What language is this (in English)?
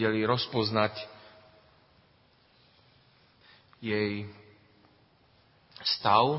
Slovak